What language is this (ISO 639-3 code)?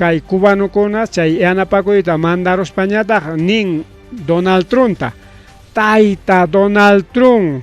quy